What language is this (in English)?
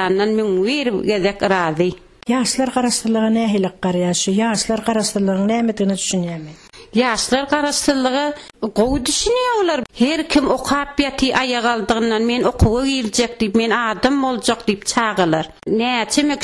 Turkmen